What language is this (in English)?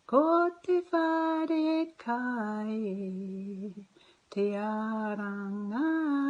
Māori